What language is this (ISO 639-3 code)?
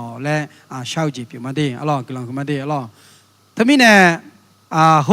ahk